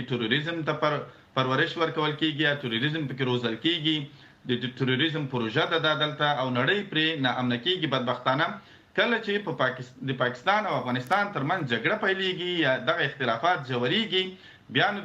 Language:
Pashto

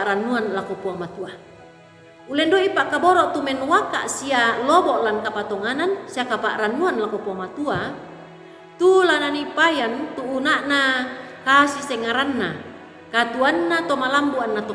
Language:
Toraja-Sa'dan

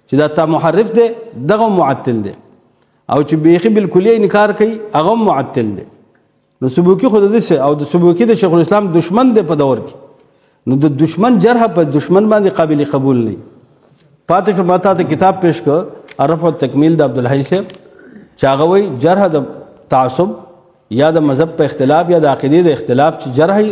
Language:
Pashto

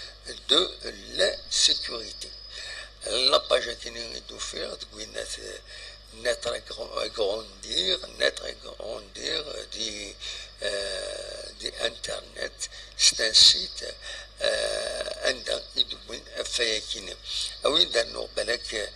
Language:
Kabyle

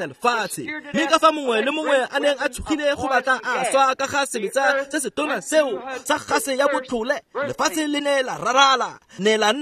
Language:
Tswana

